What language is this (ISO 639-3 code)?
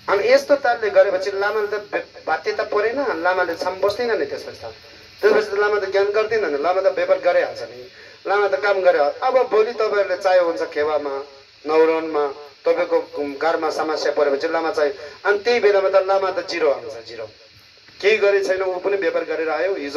nep